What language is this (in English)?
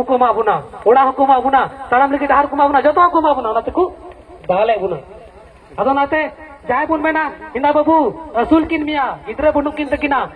Santali